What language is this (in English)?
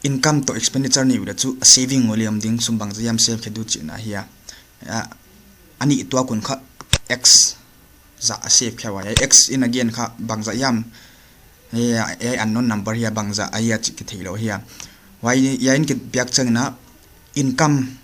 Paite Chin